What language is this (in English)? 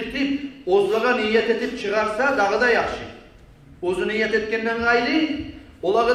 Kumyk